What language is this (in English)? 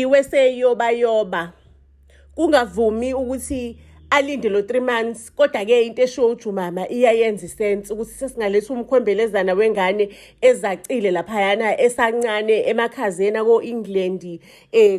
Zulu